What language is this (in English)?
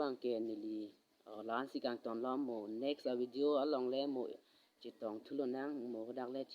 Karbi